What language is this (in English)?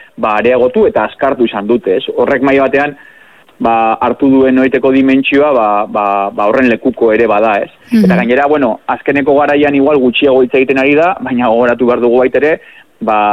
Basque